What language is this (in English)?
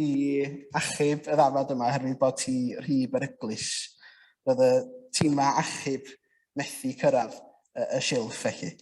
Welsh